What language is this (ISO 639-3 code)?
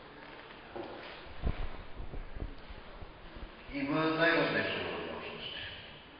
bul